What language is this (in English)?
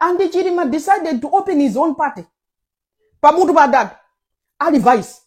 Nyanja